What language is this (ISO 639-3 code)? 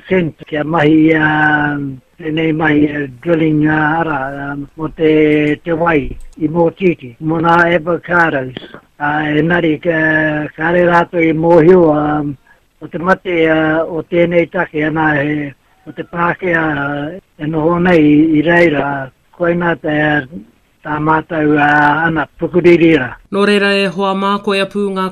mri